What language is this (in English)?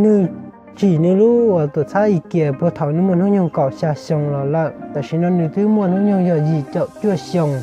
Hmong